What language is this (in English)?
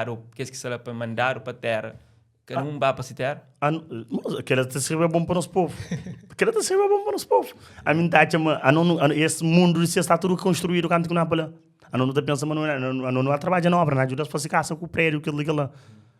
Kabuverdianu